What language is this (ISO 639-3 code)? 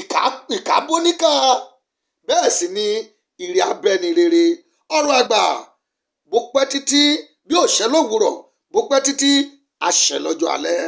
yor